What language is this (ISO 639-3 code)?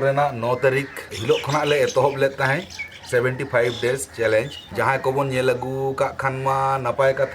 sat